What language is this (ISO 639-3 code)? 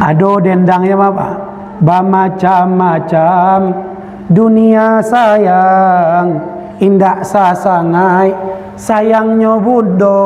min